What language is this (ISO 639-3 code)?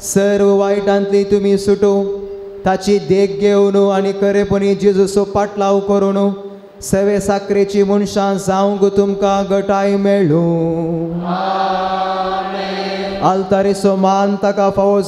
kok